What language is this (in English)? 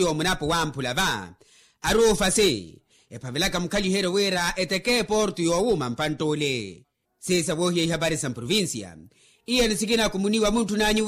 Makhuwa